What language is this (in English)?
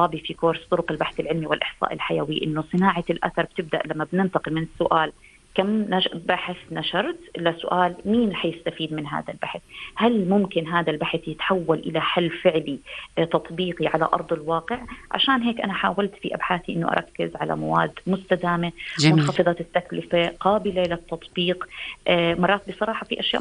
North Levantine Arabic